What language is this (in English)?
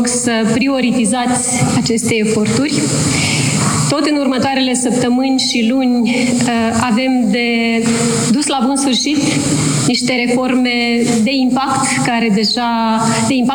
Romanian